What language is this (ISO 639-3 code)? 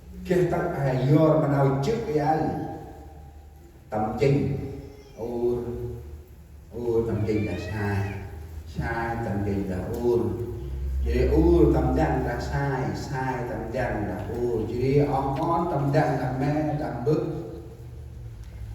cmo